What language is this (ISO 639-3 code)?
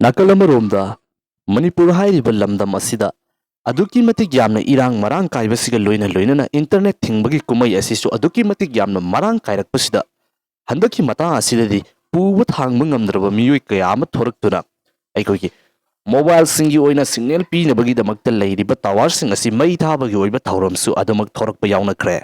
mni